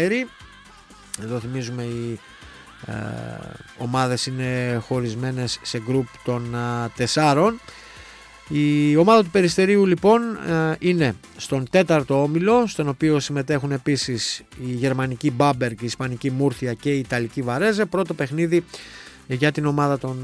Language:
Greek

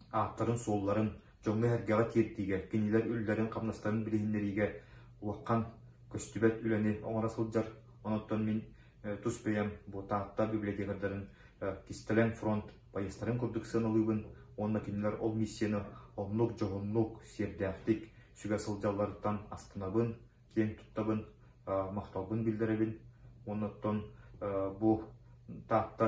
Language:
Yakut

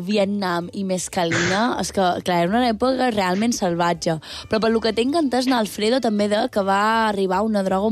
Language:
Catalan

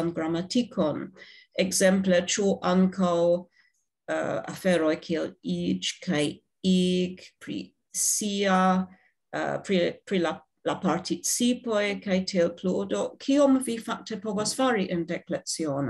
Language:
Esperanto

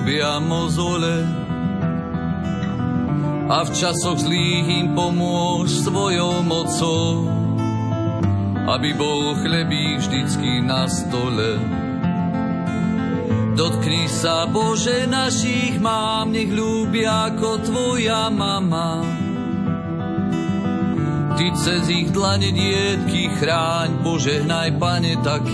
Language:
Slovak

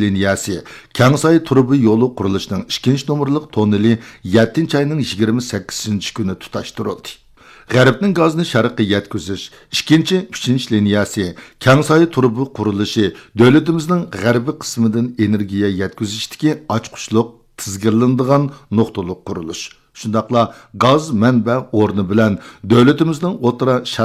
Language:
Uyghur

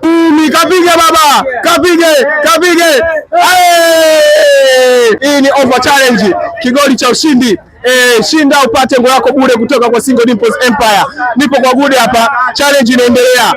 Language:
Swahili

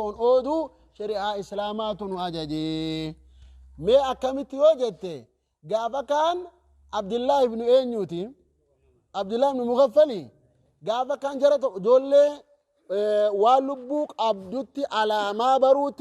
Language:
Oromo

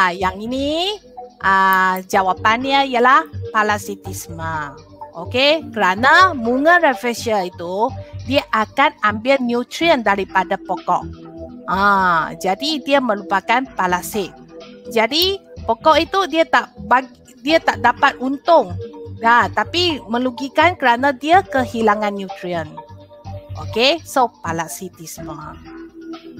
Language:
Malay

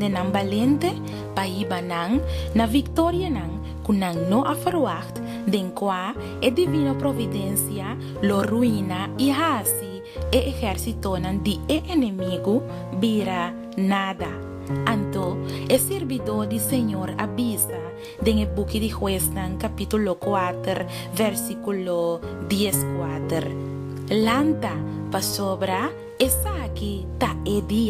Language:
Papiamento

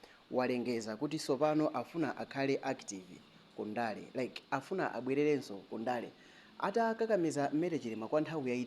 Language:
Nyanja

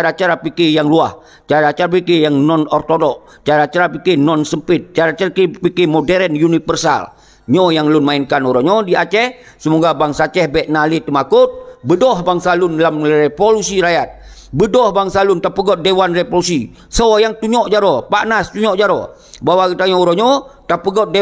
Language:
Achinese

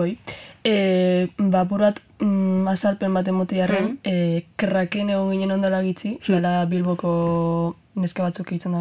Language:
Basque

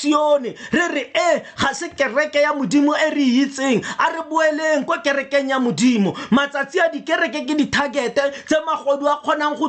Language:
Tswana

